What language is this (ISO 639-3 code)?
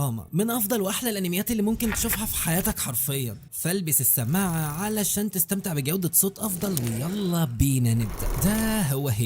arz